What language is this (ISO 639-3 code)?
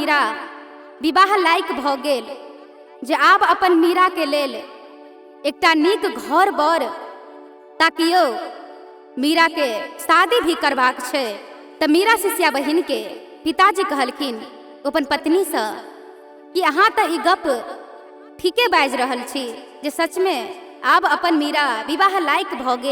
mai